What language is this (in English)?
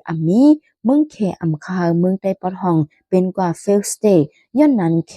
Shan